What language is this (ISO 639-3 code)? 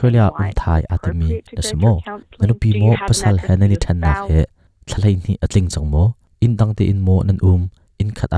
cnh